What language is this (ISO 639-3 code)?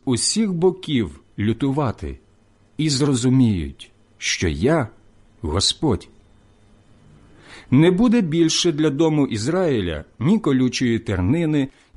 ukr